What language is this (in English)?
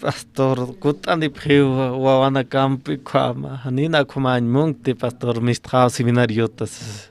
Aymara